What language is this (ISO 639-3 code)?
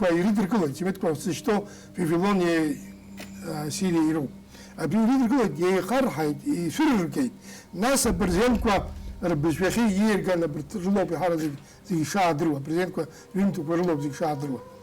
abk